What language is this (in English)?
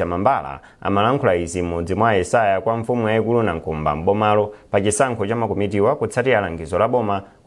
Nyanja